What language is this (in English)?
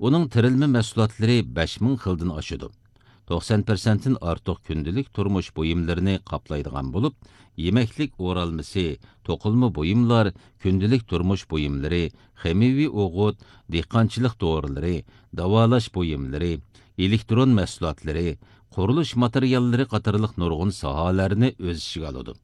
Uyghur